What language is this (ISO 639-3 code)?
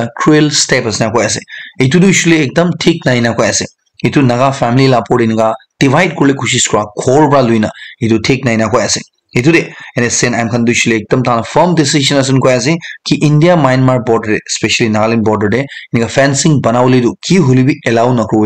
nag